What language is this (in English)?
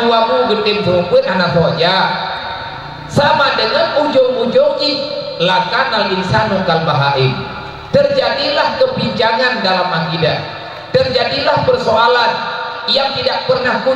Achinese